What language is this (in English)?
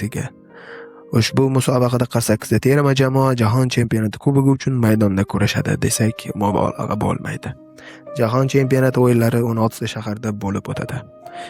Uzbek